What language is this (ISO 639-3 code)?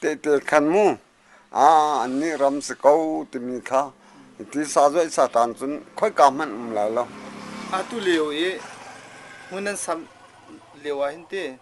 cnh